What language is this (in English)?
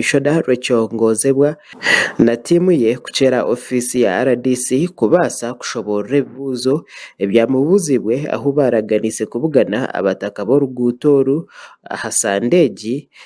Nyankole